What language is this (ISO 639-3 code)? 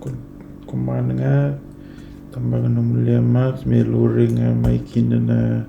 fij